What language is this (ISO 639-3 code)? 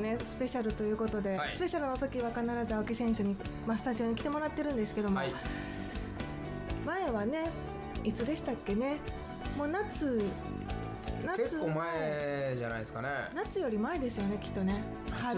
jpn